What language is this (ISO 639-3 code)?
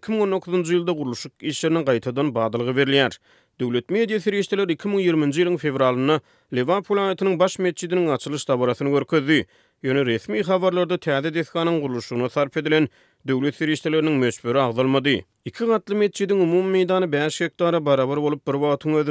tuk